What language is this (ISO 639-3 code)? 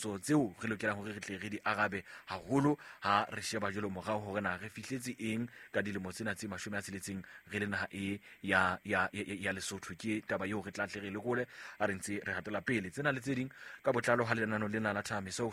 sot